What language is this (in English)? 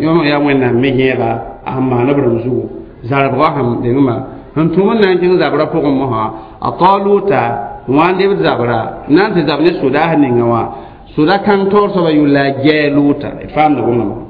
Mossi